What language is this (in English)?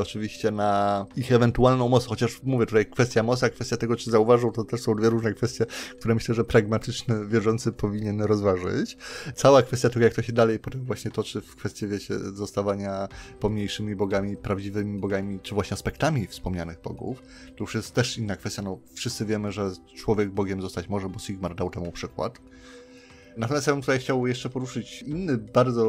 Polish